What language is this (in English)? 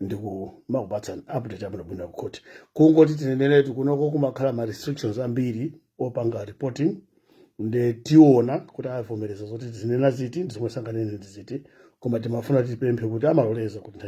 Nyanja